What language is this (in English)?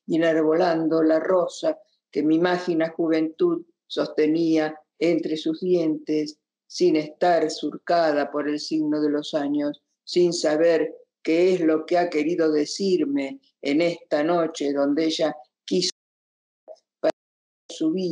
Spanish